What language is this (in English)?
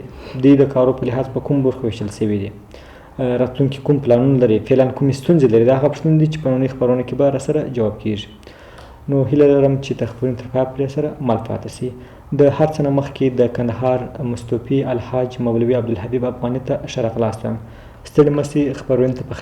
Pashto